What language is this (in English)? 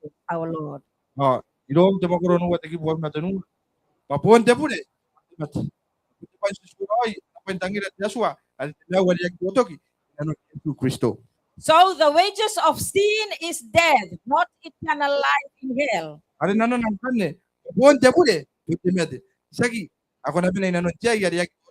Gilbertese